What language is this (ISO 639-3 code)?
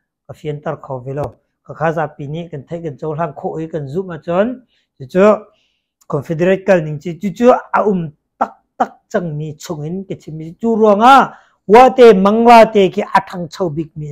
cnh